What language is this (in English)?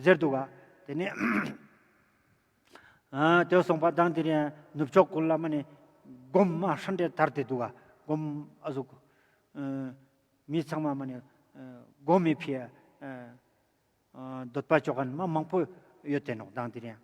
Ladakhi